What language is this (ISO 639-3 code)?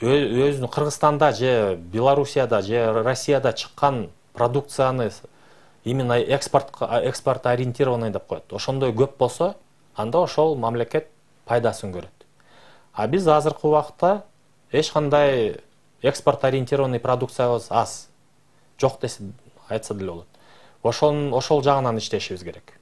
kir